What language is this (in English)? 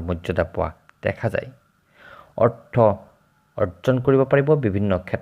Assamese